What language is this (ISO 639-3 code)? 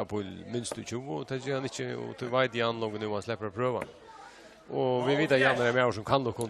fao